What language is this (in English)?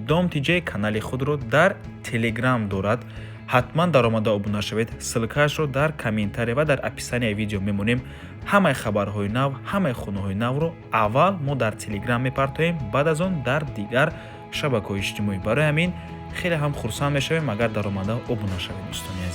Tajik